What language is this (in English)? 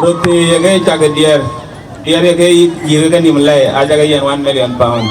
Dinka